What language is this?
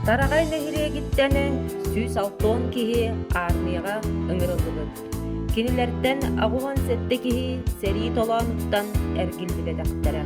Yakut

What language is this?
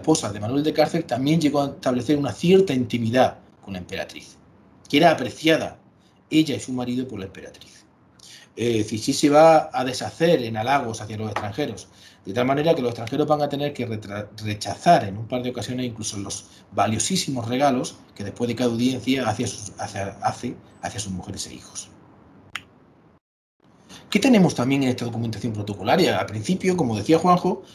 Spanish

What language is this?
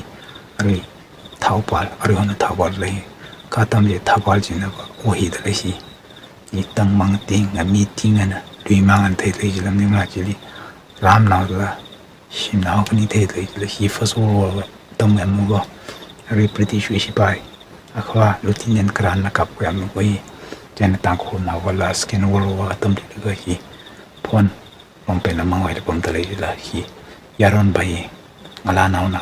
Tangkhul Naga (India)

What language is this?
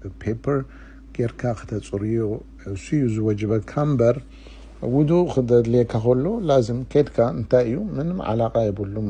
Tigrinya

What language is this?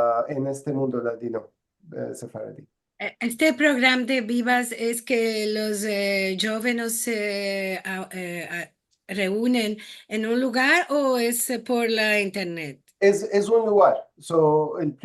Ladino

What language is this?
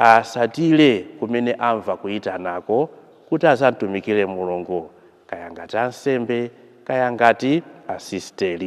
Nyanja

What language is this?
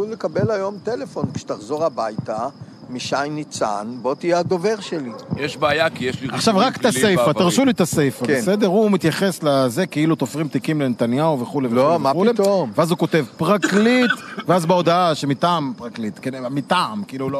Hebrew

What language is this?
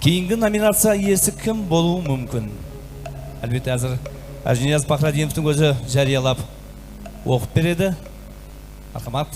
Kara-Kalpak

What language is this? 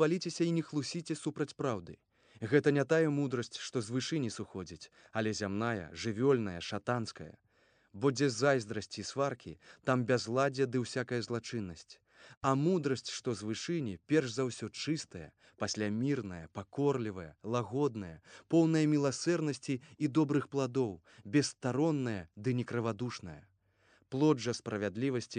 Belarusian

